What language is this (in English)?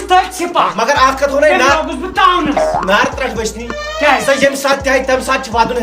Kashmiri